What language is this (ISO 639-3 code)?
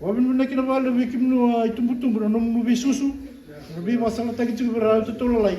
fij